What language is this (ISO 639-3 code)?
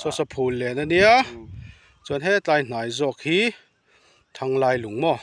lus